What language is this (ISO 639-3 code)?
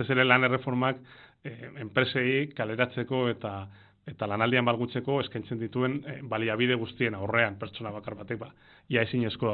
eus